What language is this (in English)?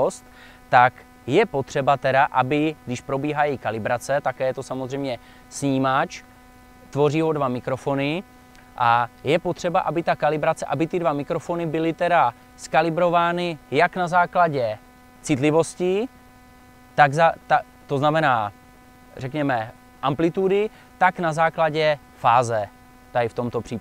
Czech